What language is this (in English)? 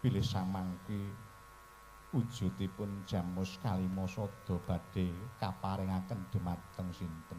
Javanese